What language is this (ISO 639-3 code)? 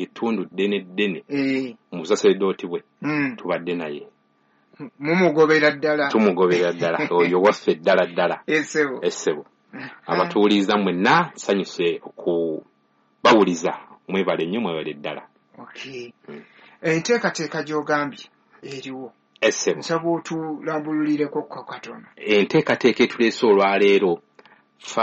lug